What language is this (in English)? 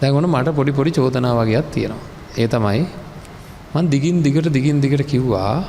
Sinhala